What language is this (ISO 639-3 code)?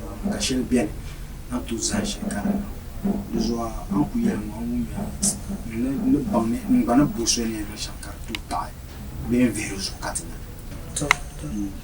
dag